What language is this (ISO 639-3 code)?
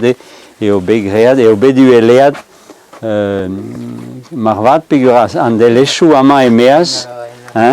bre